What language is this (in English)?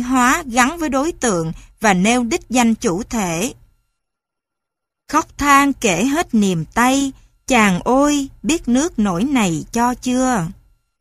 Vietnamese